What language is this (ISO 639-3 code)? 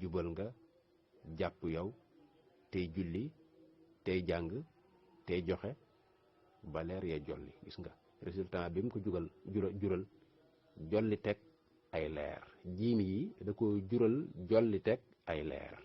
wol